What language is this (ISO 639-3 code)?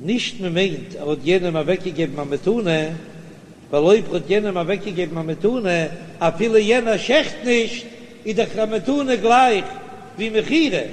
yid